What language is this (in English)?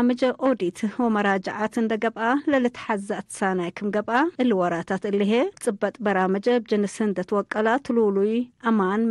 Tigre